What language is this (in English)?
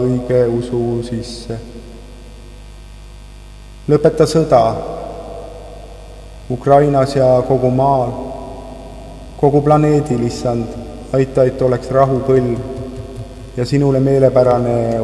Estonian